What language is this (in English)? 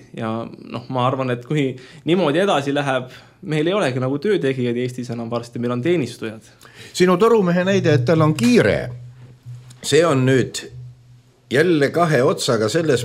Estonian